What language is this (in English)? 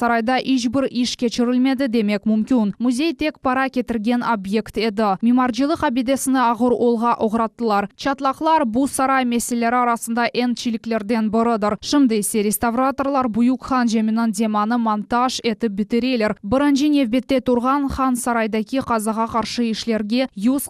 Crimean Tatar